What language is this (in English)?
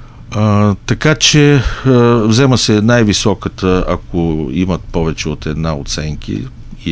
Bulgarian